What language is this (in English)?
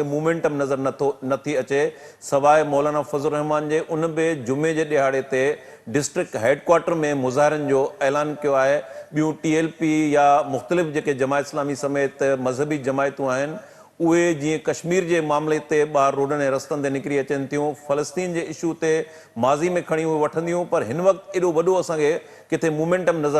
Sindhi